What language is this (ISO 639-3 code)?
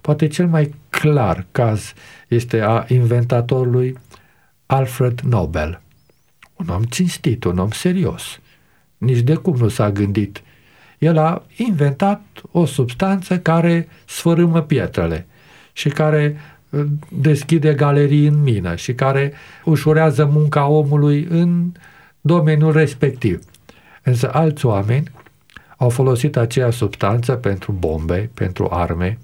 ron